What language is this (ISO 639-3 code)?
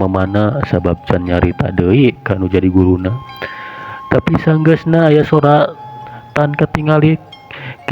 sun